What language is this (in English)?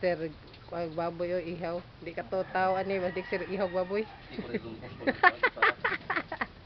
Filipino